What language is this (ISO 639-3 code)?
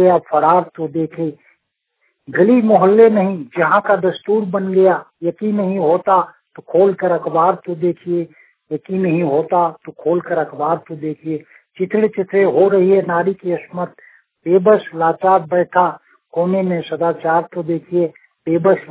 hin